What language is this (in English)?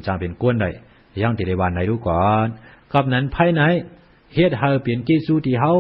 Shan